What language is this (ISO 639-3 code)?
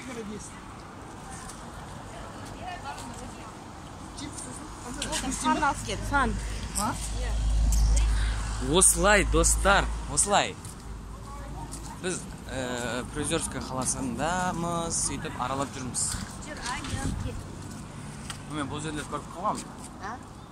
kaz